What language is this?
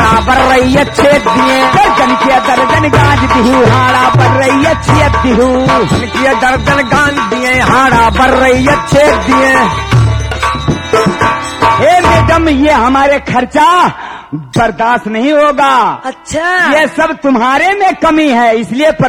Bhojpuri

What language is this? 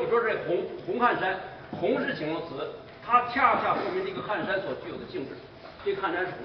Chinese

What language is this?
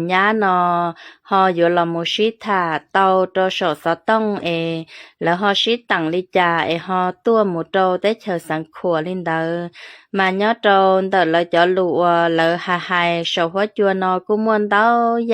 Hmong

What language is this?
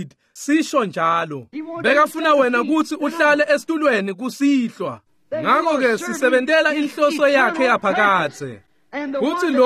Swati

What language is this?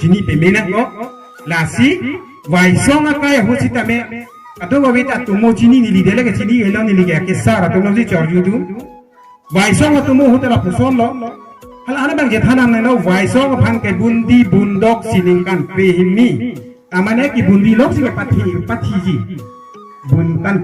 Karbi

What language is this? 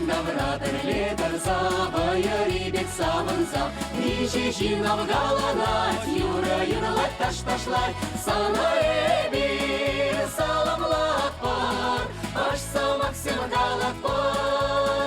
Chuvash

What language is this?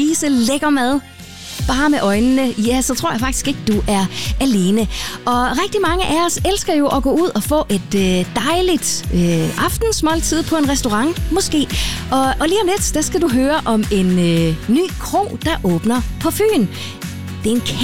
Danish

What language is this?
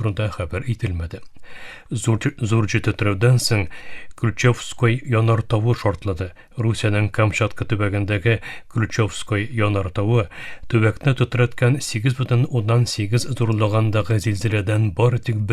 Tatar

